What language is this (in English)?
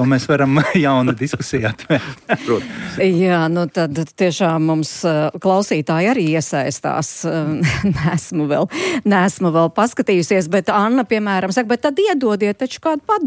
Latvian